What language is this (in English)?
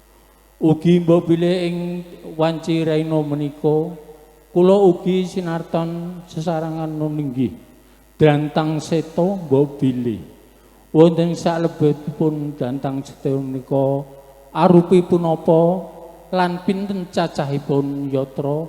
Javanese